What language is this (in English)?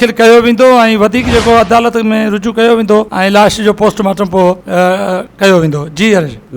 Sindhi